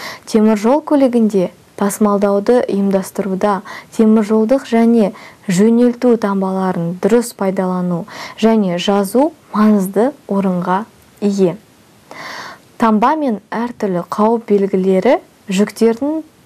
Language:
Kazakh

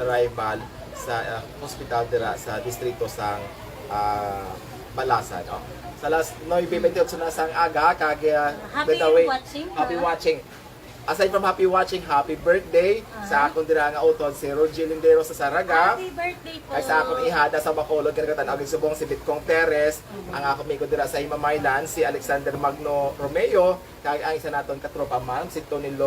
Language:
Hiligaynon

